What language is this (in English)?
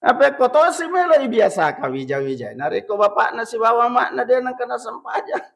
Buginese